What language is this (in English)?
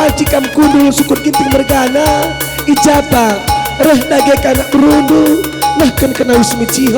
Batak Karo